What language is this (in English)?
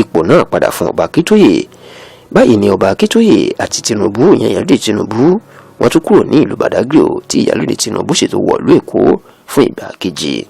Yoruba